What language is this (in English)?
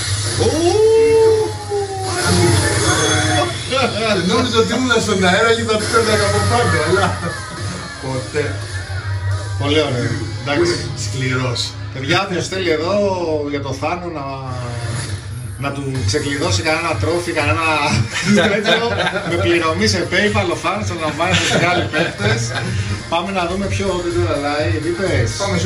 Greek